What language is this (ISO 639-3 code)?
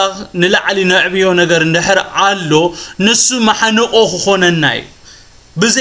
tir